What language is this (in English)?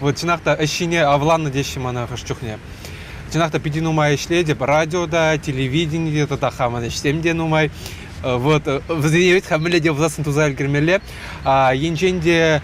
Chuvash